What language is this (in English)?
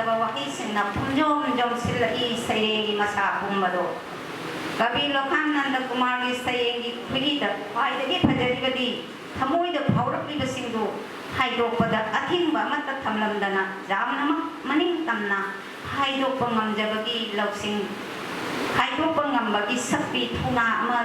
Manipuri